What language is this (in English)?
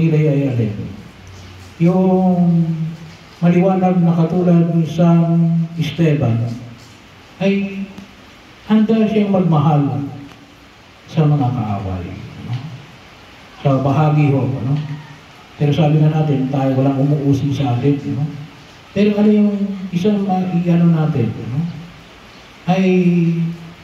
Filipino